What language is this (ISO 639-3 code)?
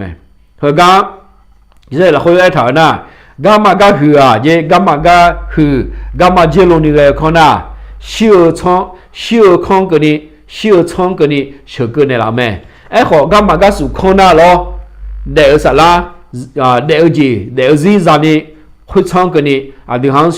ahk